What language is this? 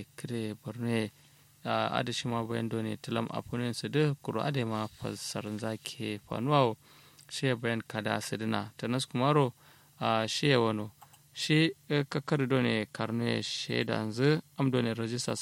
Kanuri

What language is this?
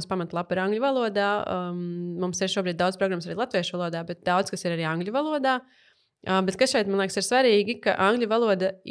Latvian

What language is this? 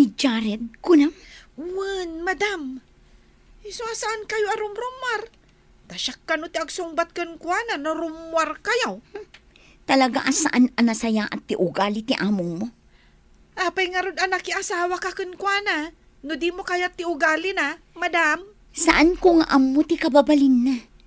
Iloko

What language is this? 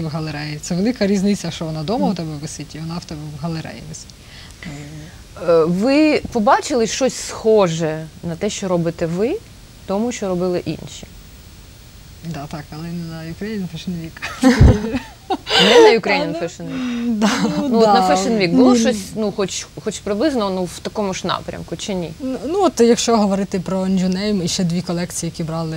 Ukrainian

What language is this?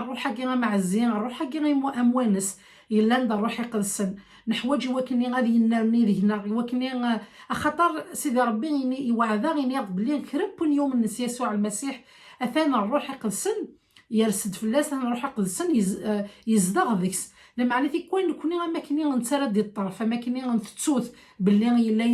Kabyle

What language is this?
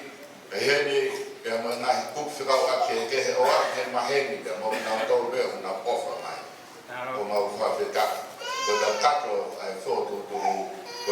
Tongan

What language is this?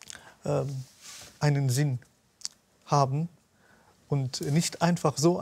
German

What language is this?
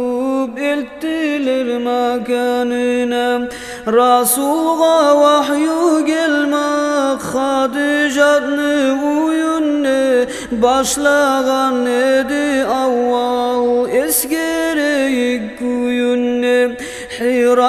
Kumyk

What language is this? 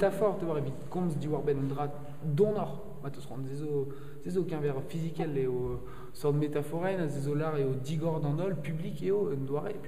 Breton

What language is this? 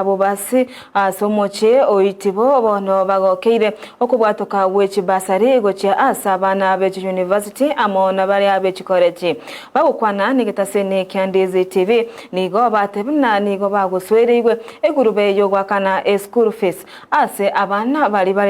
Gusii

